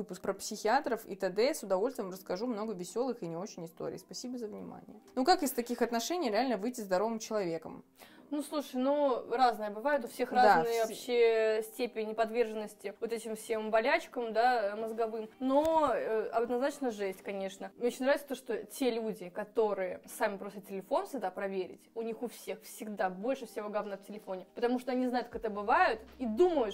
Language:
Russian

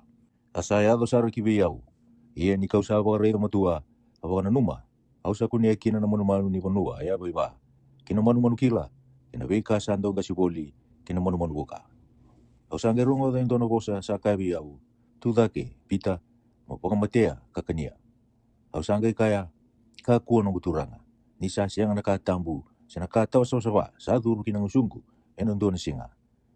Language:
Fijian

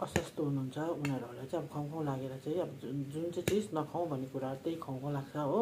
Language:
Nepali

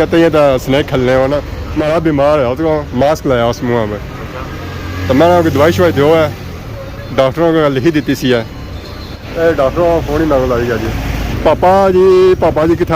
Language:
Pahari-Potwari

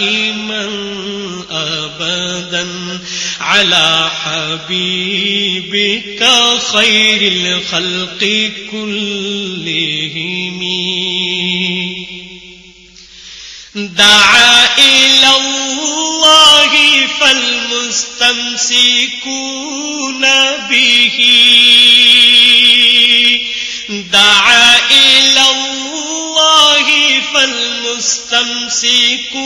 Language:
Urdu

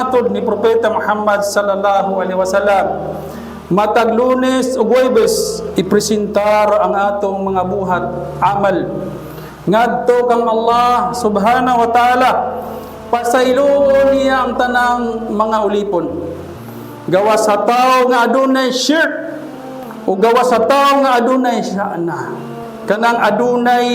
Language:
Cebuano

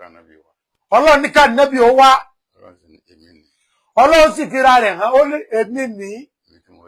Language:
Yoruba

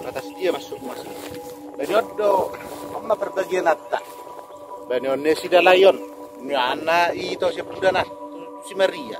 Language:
Batak Toba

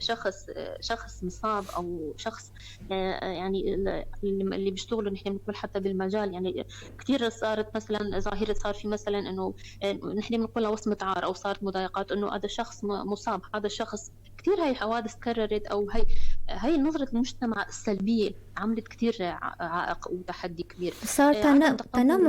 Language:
North Levantine Arabic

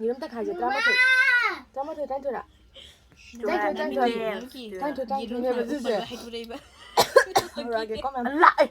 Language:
Manipuri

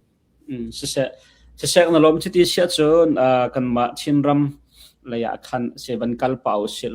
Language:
Hakha Chin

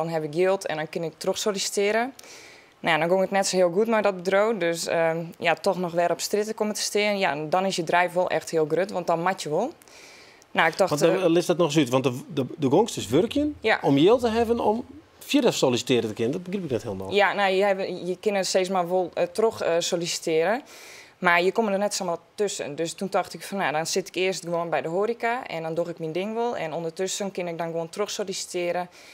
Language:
Western Frisian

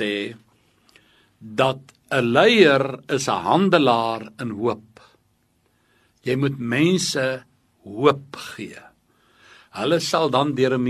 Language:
Afrikaans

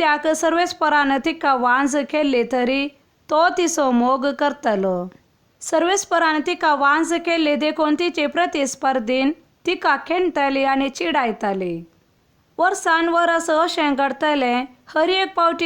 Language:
Konkani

